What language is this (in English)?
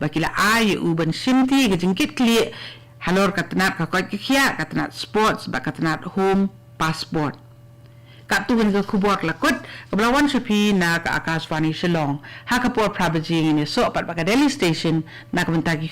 Khasi